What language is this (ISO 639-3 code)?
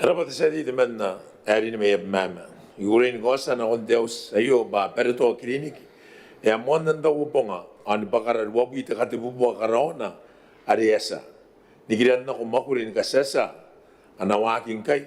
gil